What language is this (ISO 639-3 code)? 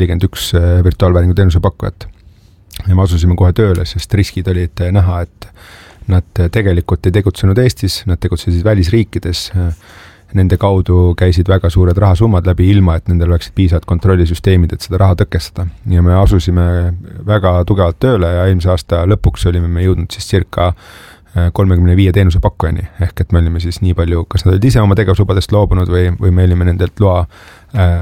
est